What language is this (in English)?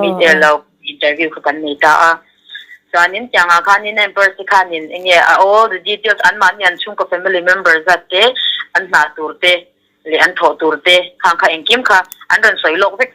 Mizo